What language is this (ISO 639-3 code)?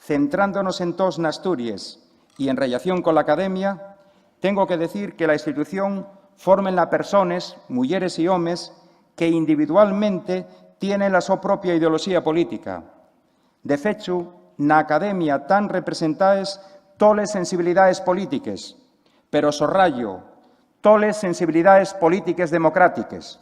ast